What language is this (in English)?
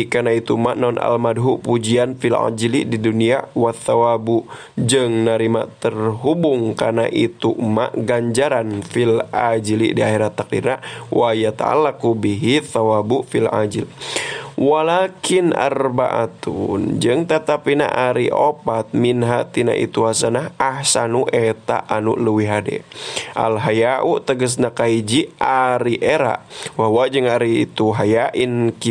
Sundanese